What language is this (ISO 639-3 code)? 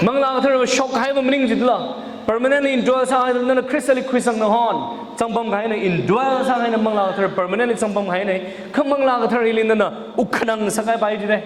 nmf